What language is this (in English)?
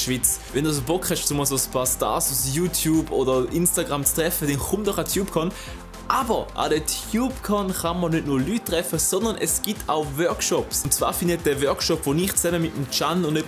Swiss German